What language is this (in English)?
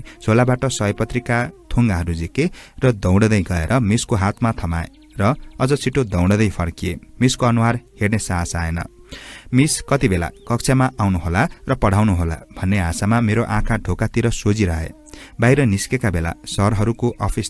Nepali